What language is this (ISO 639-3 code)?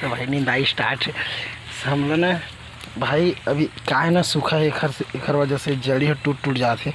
hne